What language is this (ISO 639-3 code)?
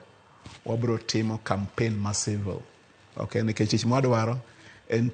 luo